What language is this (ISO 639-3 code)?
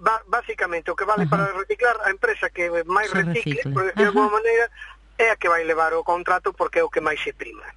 glg